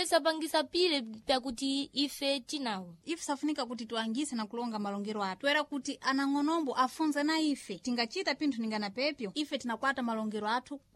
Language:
Sena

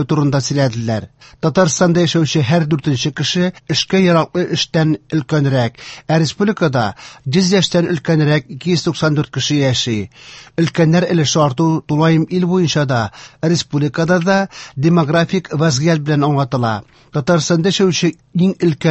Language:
Tatar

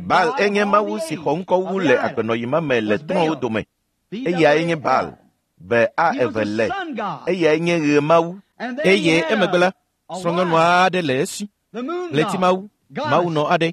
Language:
Ewe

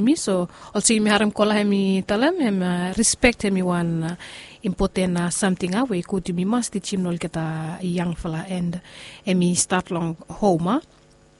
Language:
Bislama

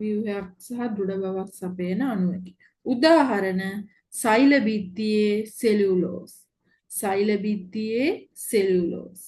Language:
Sinhala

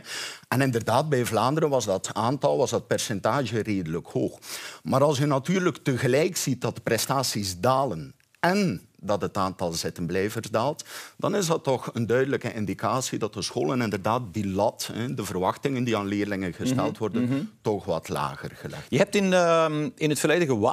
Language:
Dutch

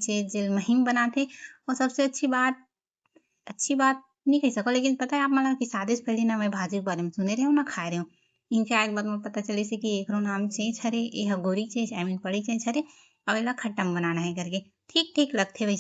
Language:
Chhattisgarhi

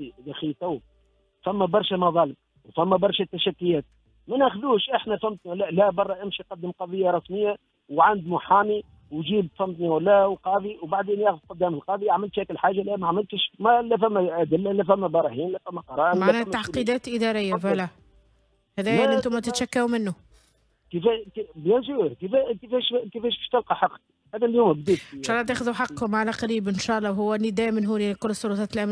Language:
Tunisian Arabic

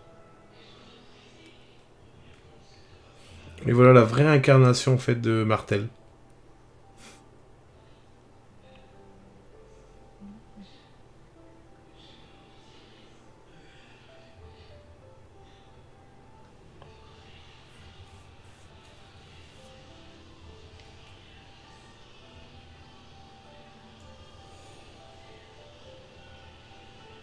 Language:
French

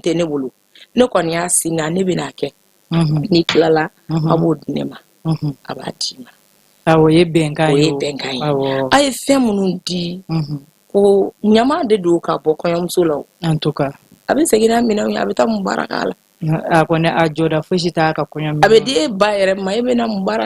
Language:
Bambara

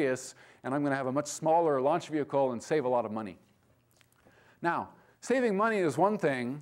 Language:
English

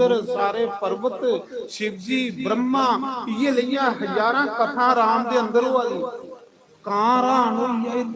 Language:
Dogri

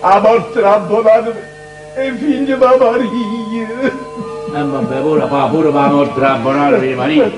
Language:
Neapolitan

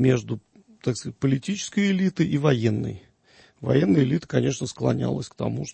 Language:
Russian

